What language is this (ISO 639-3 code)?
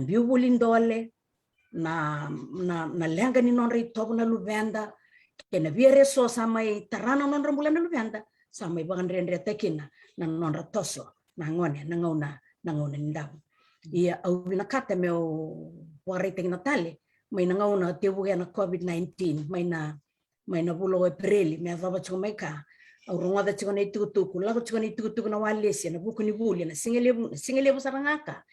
fij